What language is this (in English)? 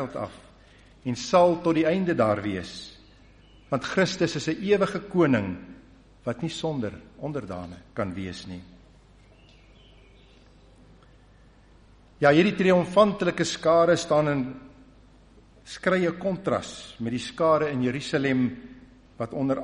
Afrikaans